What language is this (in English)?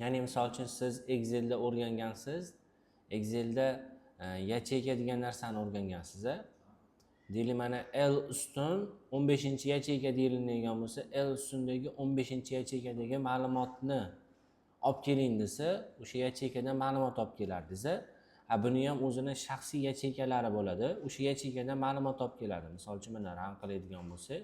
Uzbek